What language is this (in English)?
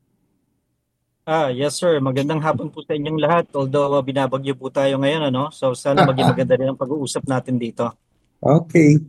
Filipino